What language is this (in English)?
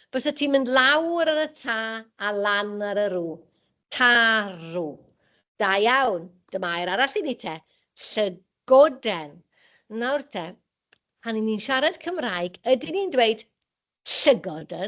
Welsh